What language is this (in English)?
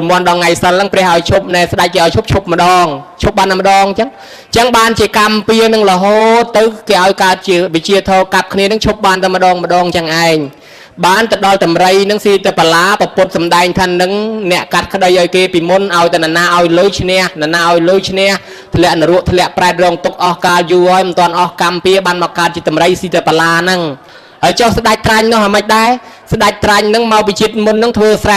Khmer